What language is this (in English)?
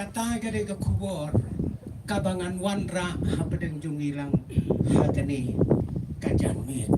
Khasi